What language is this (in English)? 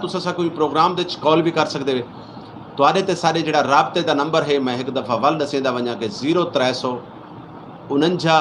Saraiki